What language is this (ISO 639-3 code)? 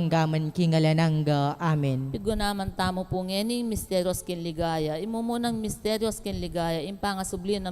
pam